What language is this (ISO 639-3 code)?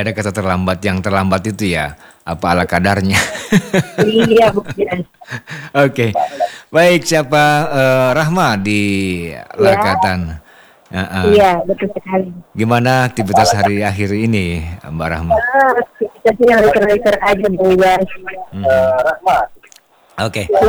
ind